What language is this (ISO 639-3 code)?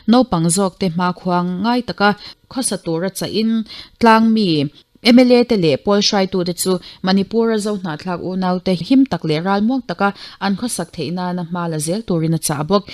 lus